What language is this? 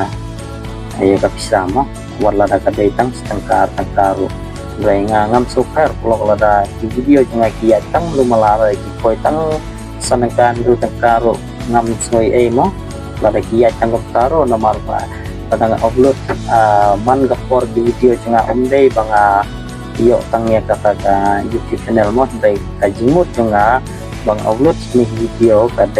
Khasi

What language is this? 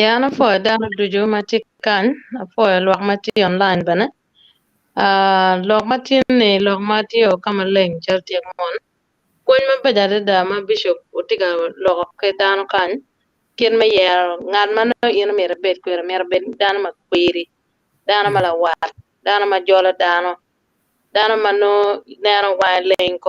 Acoli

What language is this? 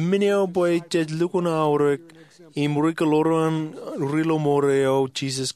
Marshallese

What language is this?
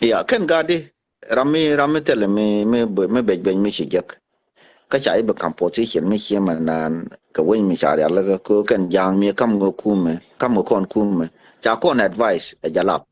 Nuer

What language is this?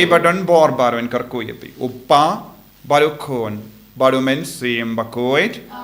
Khasi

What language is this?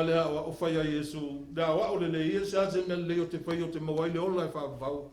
Samoan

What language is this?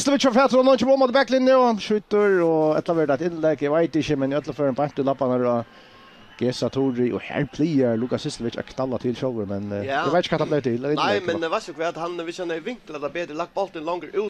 Faroese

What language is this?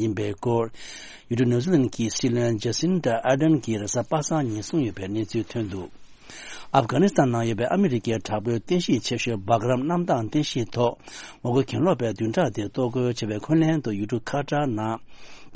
Tibetan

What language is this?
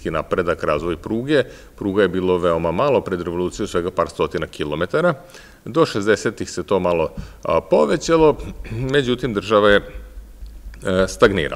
Serbian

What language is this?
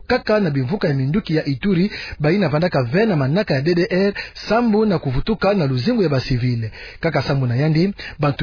Kituba (Democratic Republic of Congo)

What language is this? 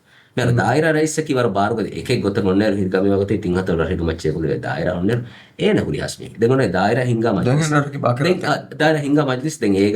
Divehi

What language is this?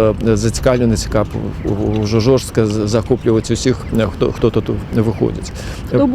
Belarusian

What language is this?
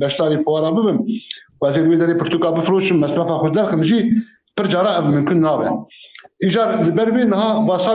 Kurdish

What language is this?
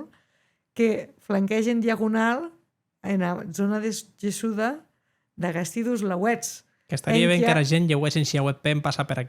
Occitan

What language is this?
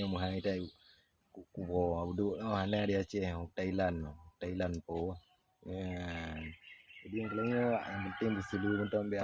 Achinese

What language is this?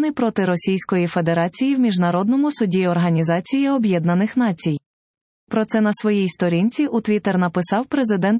Ukrainian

